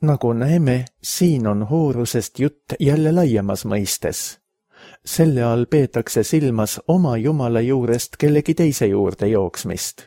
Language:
Estonian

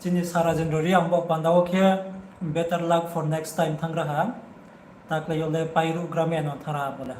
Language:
Riang (India)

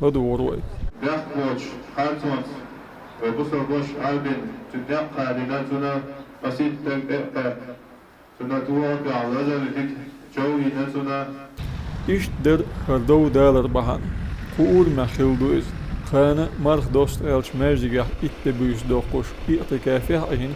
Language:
Chechen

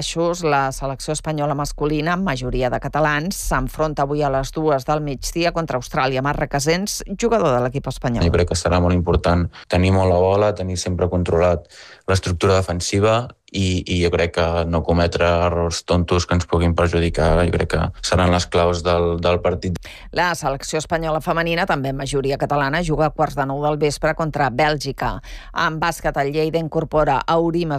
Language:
Catalan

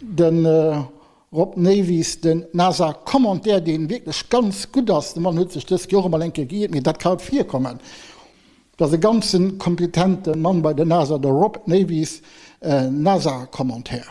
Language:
Luxembourgish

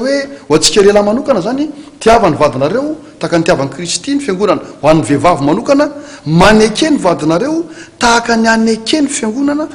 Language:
Malagasy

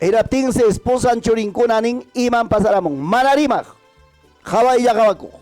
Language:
Ayacucho Quechua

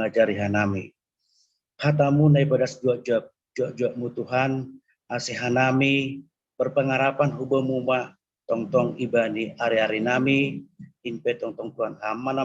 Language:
Batak Simalungun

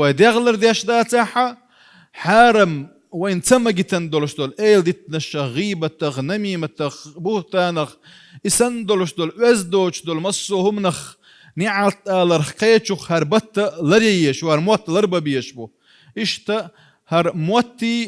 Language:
Chechen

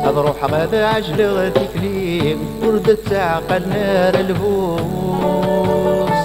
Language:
Kabyle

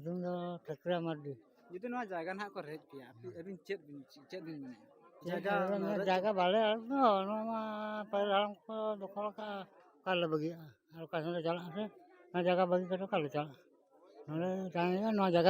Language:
Santali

